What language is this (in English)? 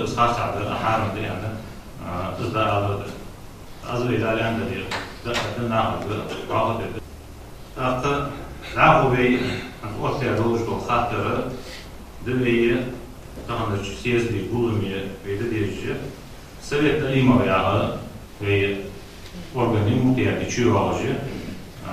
Ingush